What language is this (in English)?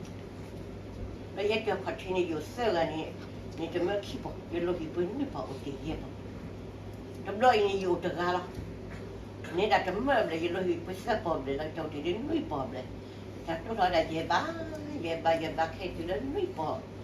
S'gaw Karen